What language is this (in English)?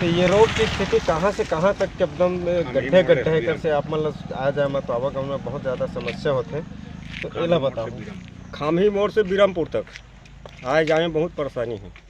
Chhattisgarhi